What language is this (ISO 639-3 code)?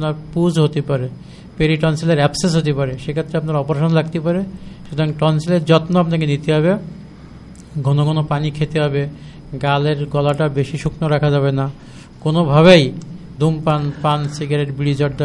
ben